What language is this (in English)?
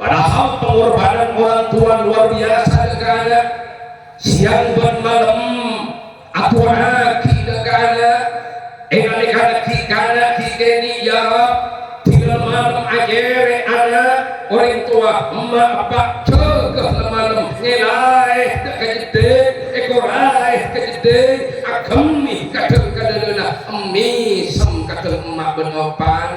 Madurese